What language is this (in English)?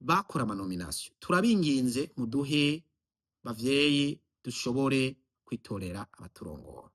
Rundi